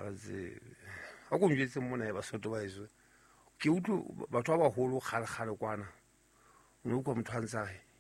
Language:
Southern Sotho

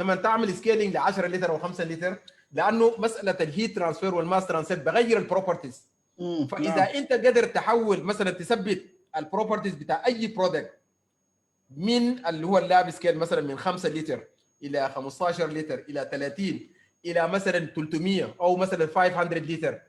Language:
Sudanese Arabic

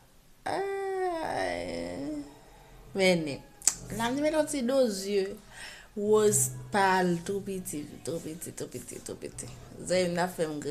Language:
Haitian Creole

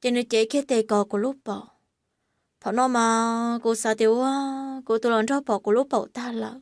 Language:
Hmong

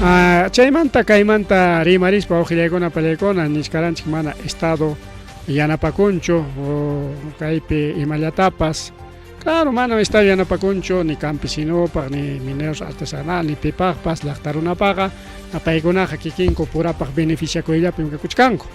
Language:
Ayacucho Quechua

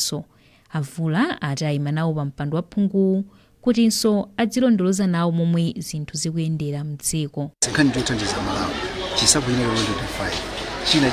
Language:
Nyanja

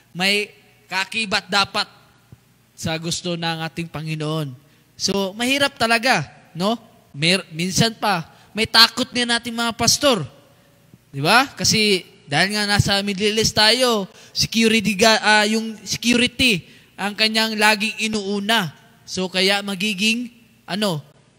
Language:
Filipino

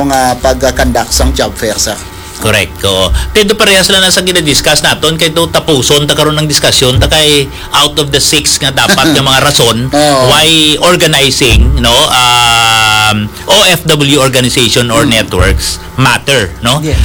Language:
Hiligaynon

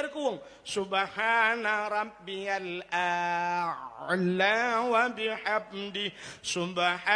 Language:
Achinese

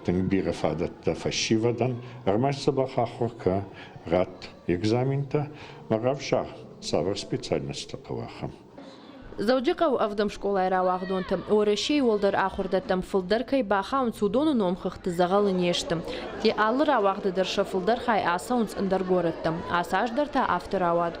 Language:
Ossetic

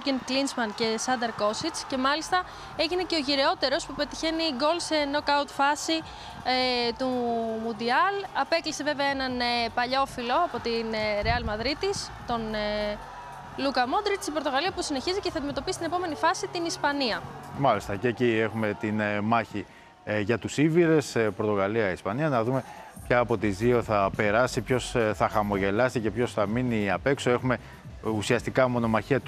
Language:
Greek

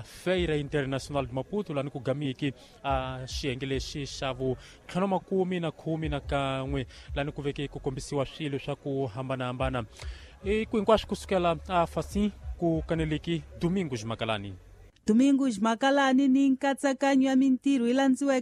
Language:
Tsonga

